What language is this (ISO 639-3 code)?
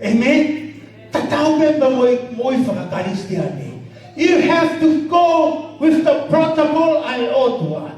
ton